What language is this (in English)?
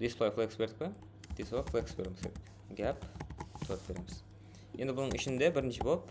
Kara-Kalpak